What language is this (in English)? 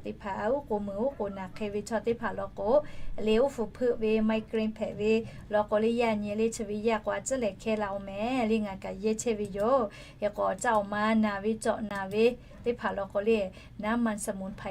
Lahu